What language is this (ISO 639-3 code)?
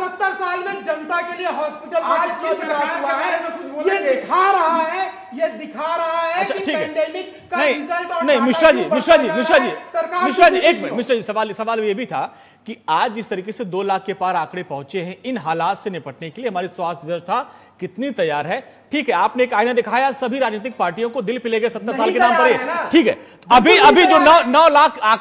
hin